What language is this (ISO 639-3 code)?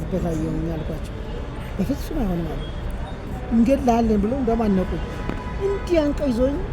amh